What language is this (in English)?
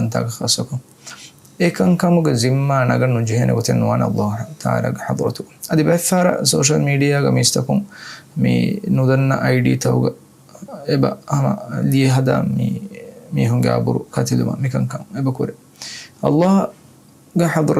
Divehi